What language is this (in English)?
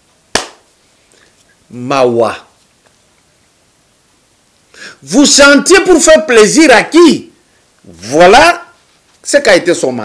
French